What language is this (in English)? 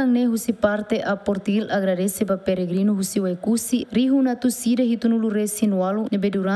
Tetum